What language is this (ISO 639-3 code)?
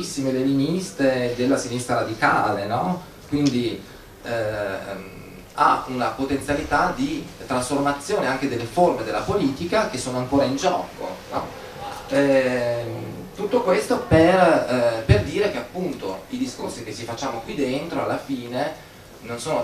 ita